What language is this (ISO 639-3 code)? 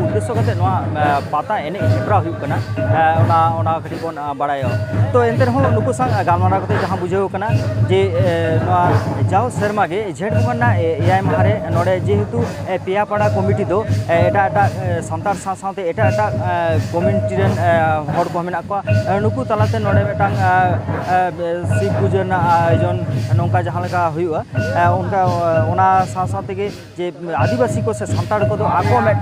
sat